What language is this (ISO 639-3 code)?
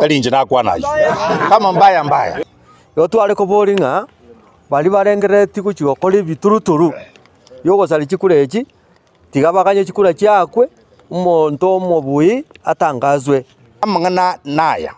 guz